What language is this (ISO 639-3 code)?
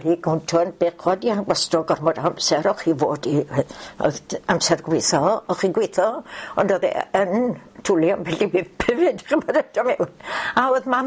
cym